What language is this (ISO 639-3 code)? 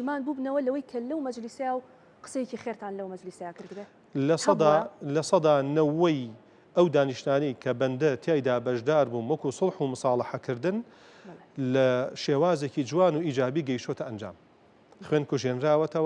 ckb